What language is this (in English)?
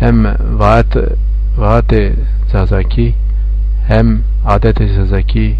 Zaza